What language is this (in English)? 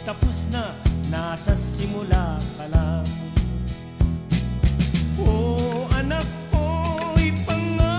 Filipino